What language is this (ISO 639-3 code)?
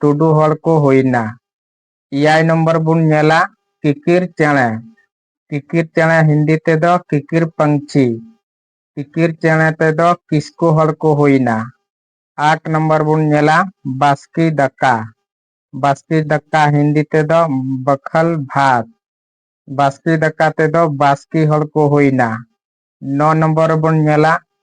sat